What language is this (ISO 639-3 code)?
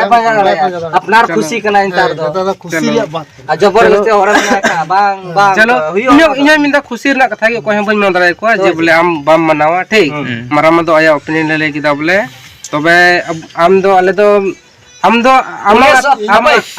sat